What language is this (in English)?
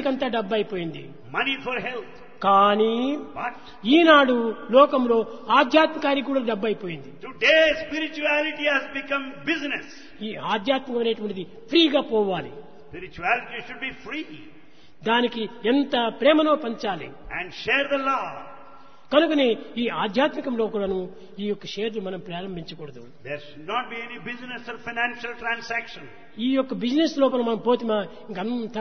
Telugu